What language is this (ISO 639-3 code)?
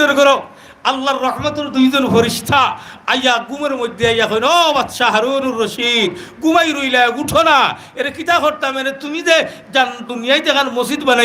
syl